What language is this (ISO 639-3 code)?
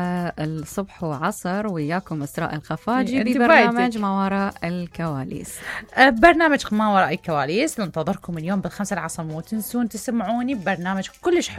acm